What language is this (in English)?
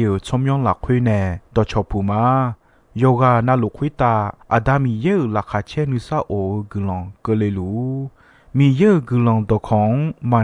Akha